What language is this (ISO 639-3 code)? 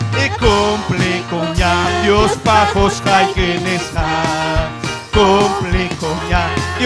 quy